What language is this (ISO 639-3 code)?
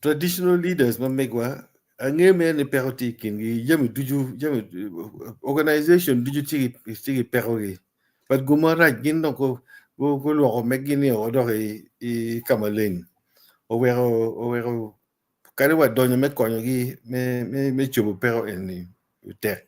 ach